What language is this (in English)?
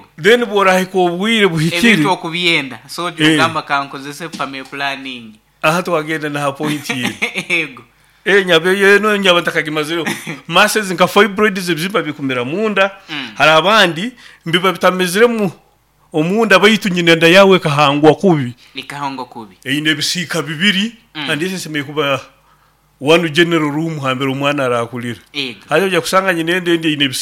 Nyoro